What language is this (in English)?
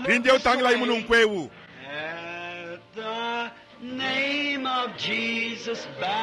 Luba-Lulua